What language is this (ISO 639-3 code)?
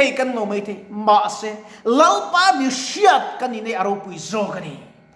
lus